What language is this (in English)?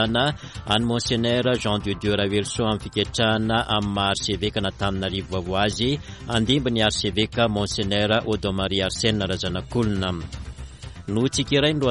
Malagasy